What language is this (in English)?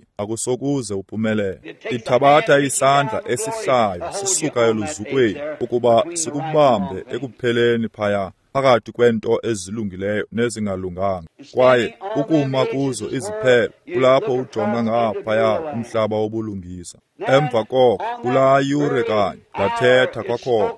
Xhosa